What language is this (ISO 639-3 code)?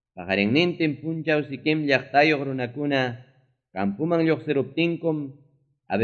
quy